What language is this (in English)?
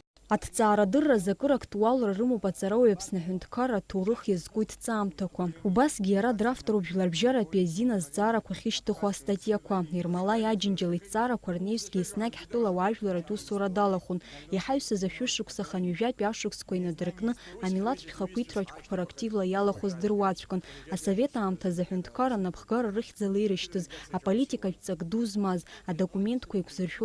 Abkhazian